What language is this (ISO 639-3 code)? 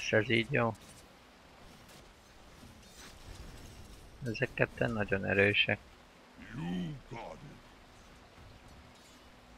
hun